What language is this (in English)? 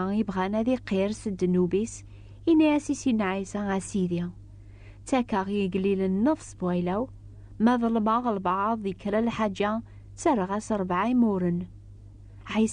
Kabyle